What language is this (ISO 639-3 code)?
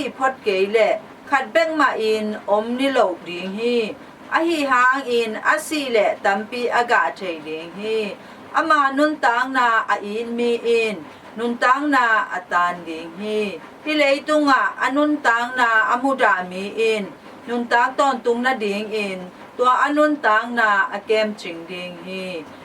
ctd